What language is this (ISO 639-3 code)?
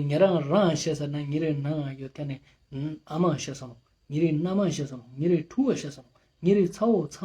lbj